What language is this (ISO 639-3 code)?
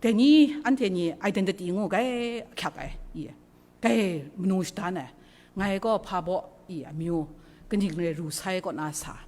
kac